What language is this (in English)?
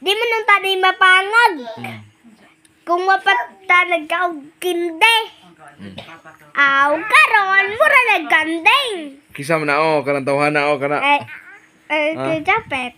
Cebuano